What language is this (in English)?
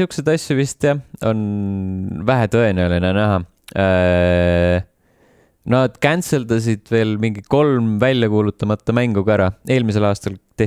Estonian